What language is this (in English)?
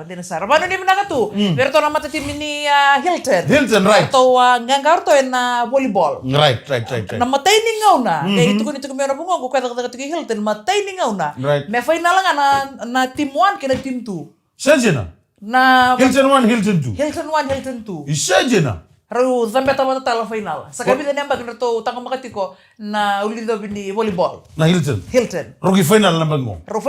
Fijian